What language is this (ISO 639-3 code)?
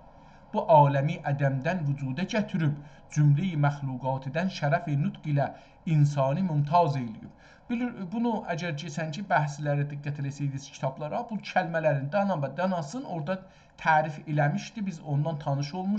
azb